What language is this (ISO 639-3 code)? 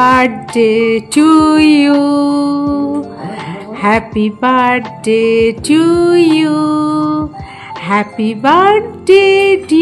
ben